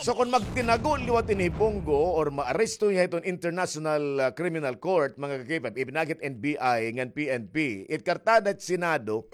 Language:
Waray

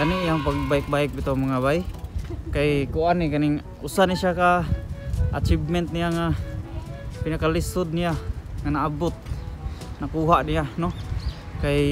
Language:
Cebuano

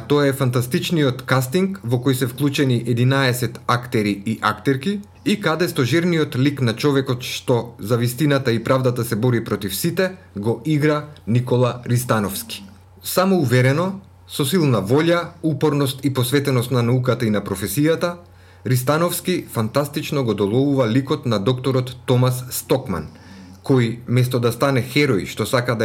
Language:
Macedonian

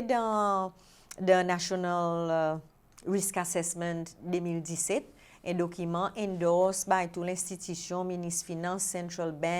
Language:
Seselwa Creole French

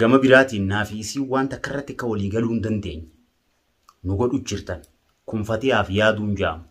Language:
Oromo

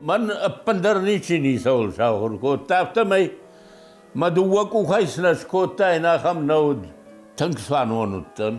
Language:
Ossetic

